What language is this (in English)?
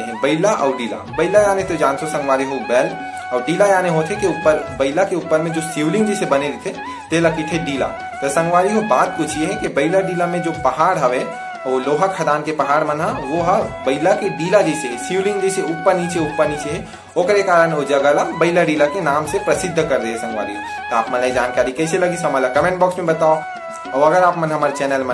Chhattisgarhi